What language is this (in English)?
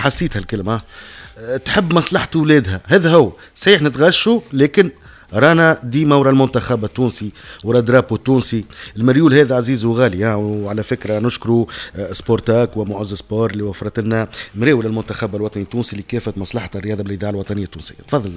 Tunisian Arabic